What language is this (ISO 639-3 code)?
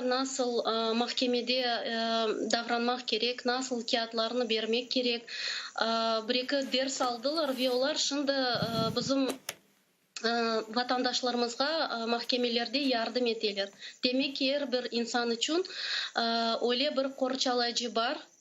crh